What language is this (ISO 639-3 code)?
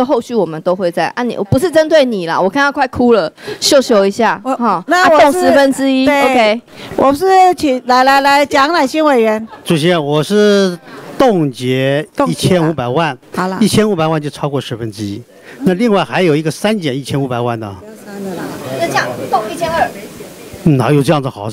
zho